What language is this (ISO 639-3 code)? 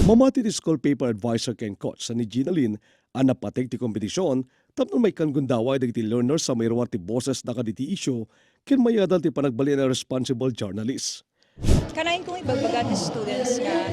ilo